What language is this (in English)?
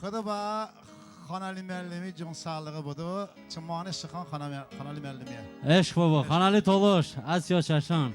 Talysh